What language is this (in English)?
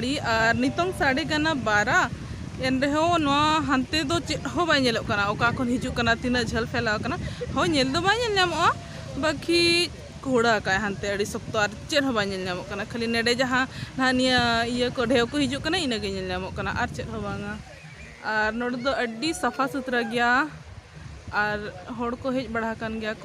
Santali